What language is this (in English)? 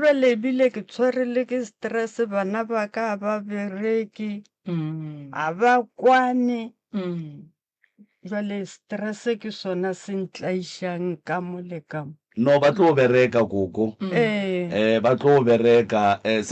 Northern Sotho